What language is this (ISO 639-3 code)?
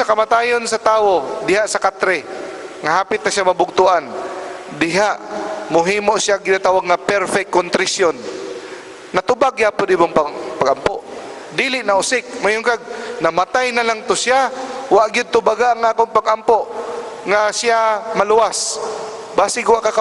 ceb